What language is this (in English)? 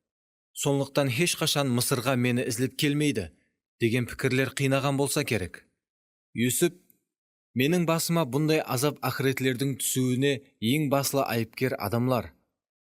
Kara-Kalpak